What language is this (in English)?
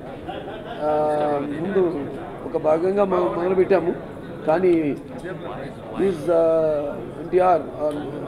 Telugu